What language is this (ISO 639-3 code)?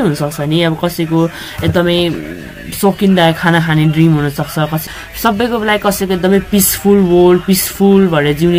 nep